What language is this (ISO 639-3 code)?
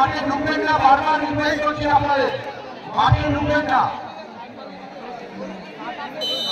ben